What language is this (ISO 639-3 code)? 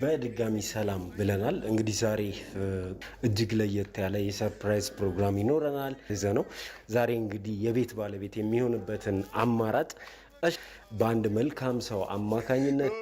amh